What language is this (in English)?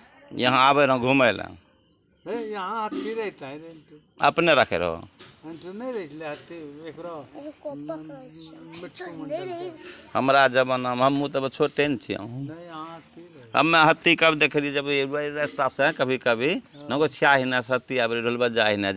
Angika